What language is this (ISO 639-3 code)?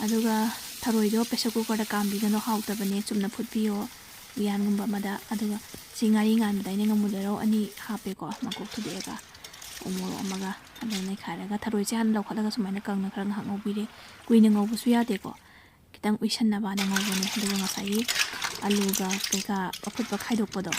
mni